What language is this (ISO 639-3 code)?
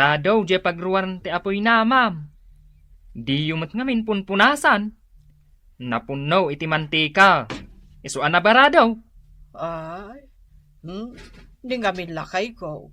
ilo